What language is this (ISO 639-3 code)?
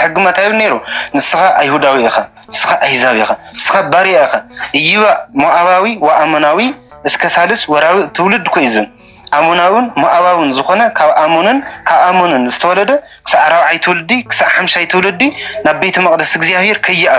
tir